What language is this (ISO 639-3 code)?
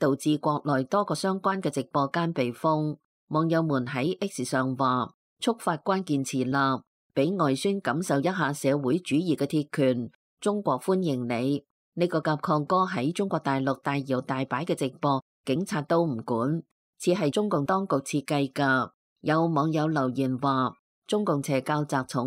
yue